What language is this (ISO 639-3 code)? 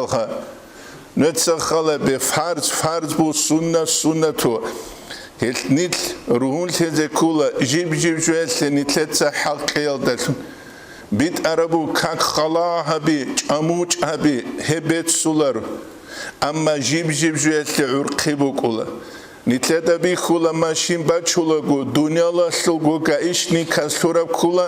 ava